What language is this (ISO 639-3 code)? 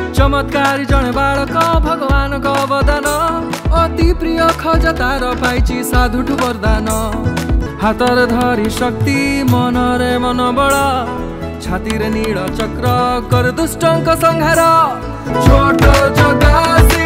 ori